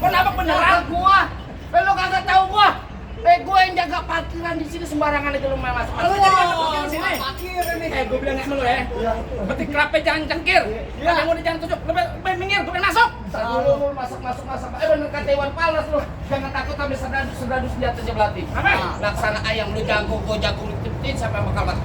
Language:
Betawi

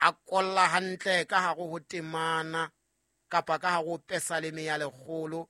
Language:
Southern Sotho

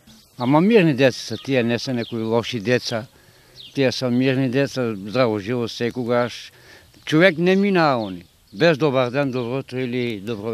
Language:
Macedonian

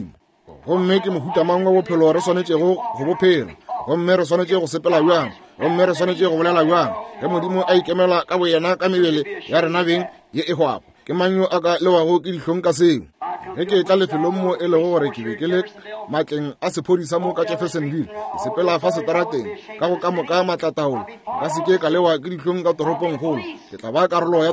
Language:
Northern Sotho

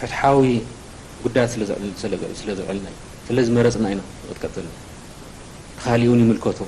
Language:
Tigrinya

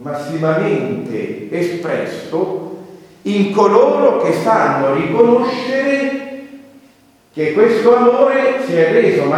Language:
Italian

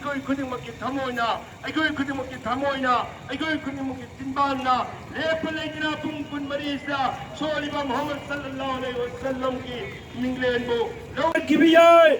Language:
Manipuri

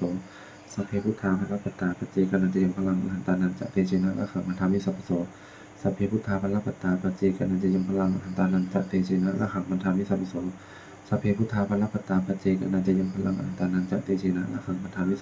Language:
Pali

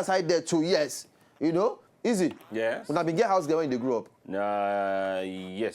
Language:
Nigerian Pidgin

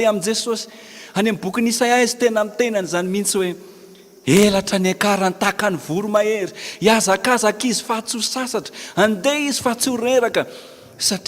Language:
Malagasy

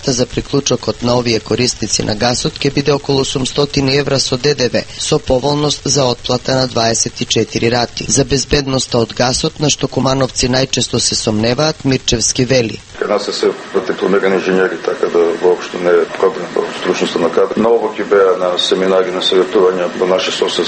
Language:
Macedonian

